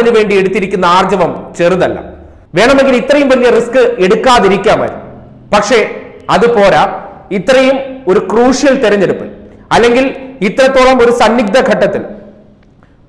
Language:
Malayalam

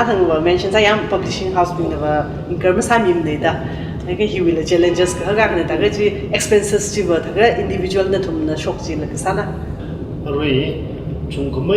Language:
Tangkhul Naga (India)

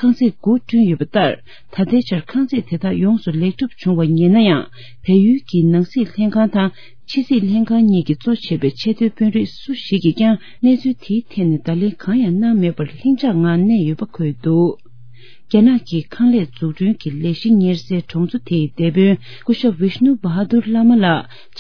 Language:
Tibetan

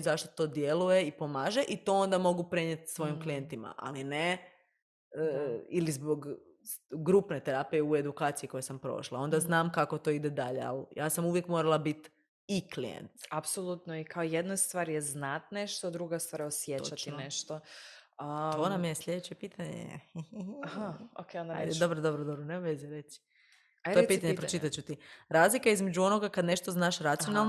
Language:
Serbian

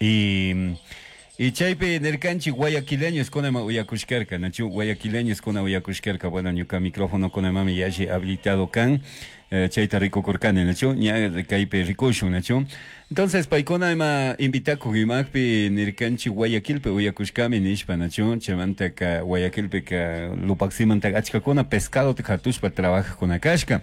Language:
Chimborazo Highland Quichua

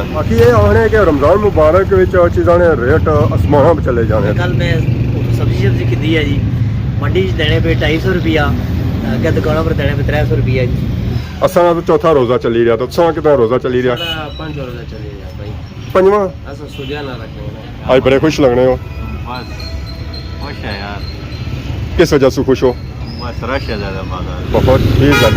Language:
Pahari-Potwari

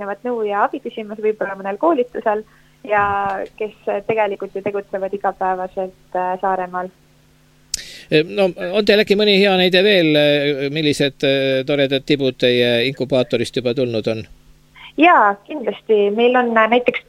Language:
Estonian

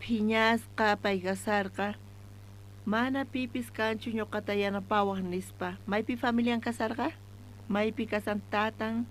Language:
South Bolivian Quechua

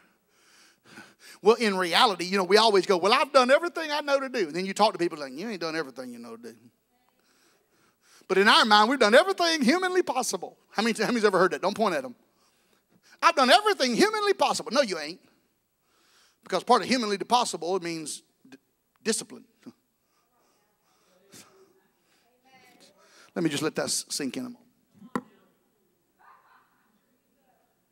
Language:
English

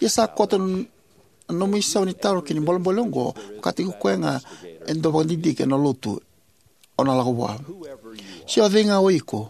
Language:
Fijian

